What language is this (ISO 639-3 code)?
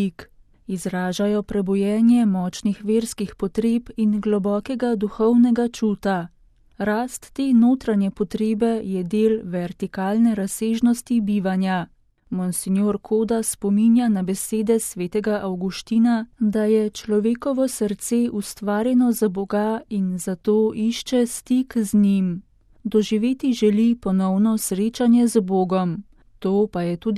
slv